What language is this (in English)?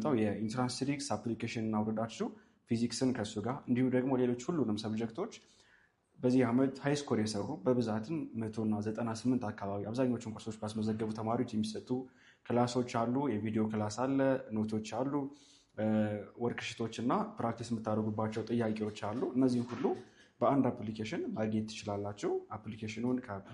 Amharic